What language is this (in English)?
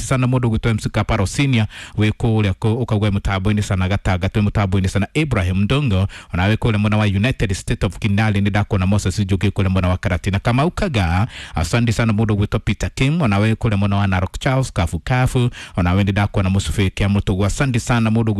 Kikuyu